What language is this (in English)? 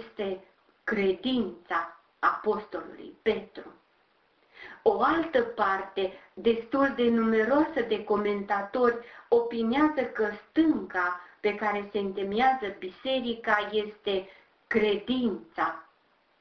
Romanian